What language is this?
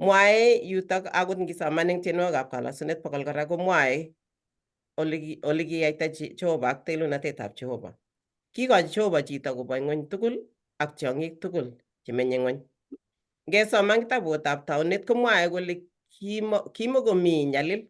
Kalenjin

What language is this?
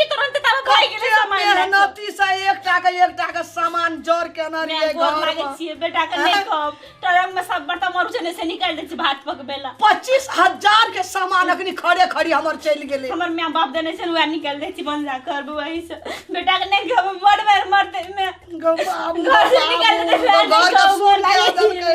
Maithili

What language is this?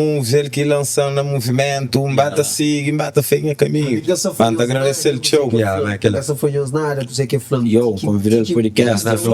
Kabuverdianu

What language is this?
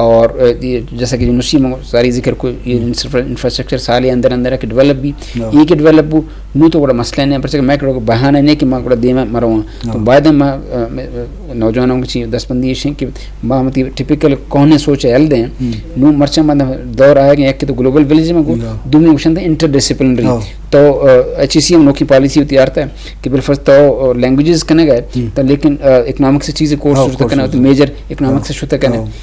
Eastern Balochi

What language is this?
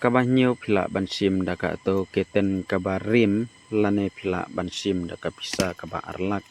Khasi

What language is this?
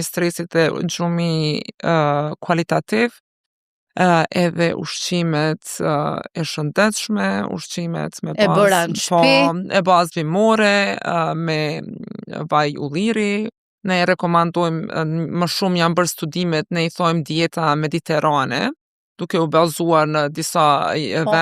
Albanian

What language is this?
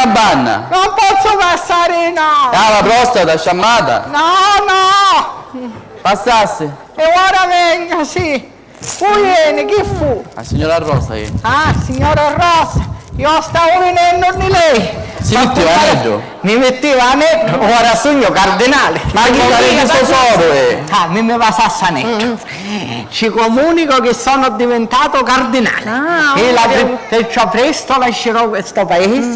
Sicilian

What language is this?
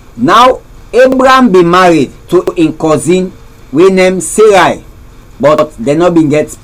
Krio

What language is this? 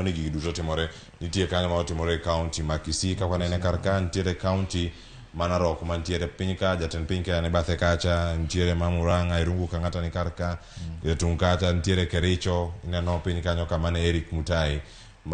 Luo (Kenya and Tanzania)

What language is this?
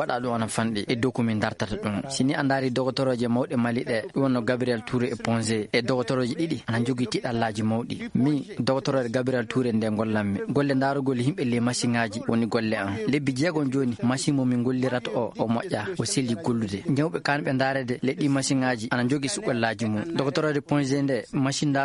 Fula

